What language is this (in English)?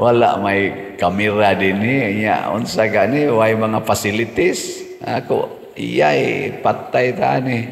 Cebuano